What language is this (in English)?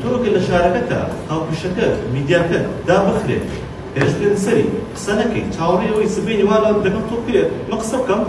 Central Kurdish